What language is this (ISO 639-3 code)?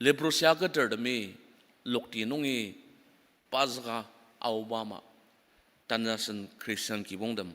njo